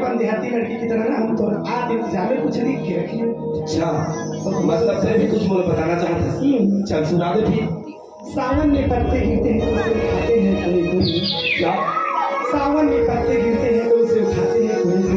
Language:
Chhattisgarhi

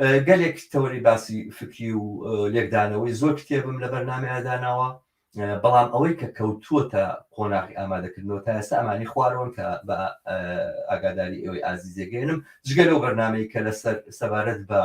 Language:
Central Kurdish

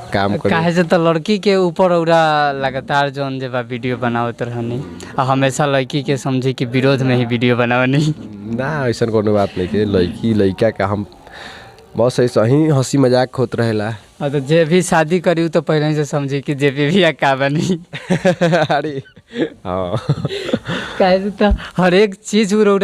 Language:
Bhojpuri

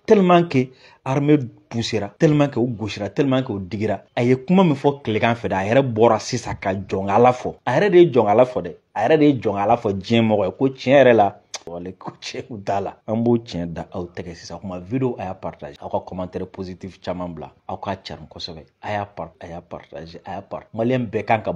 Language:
Bambara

